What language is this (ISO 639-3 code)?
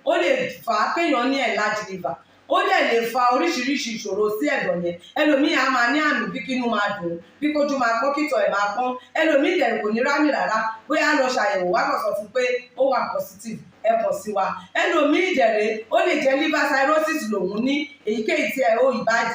yor